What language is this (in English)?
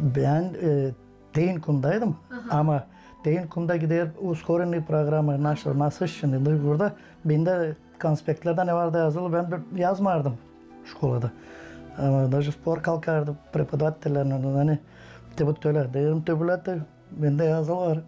Gagauz